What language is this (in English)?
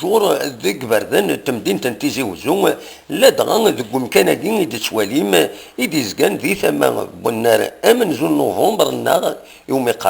Kabyle